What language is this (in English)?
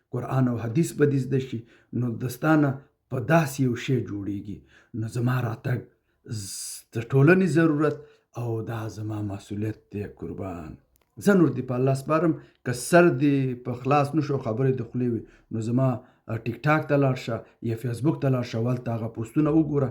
Pashto